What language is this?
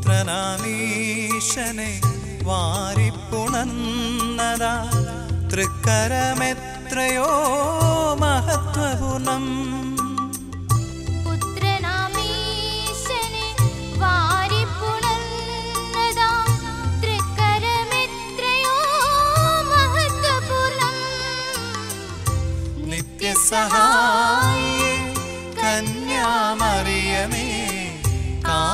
Malayalam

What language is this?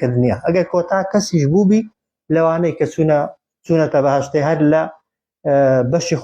Central Kurdish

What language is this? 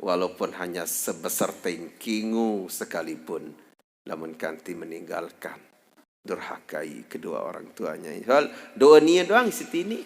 Sasak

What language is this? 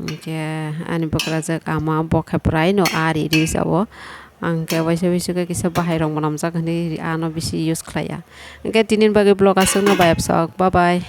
Kok Borok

